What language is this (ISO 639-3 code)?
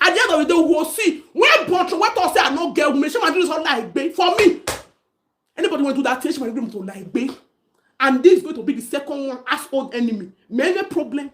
pcm